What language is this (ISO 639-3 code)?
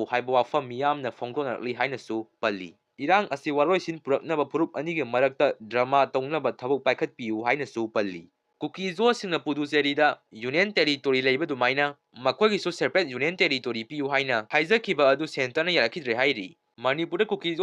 mni